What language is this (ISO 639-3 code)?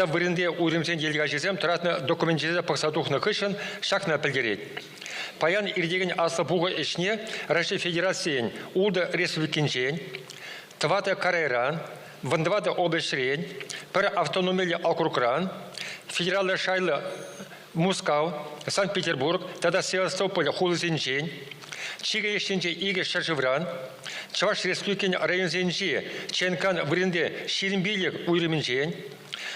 chv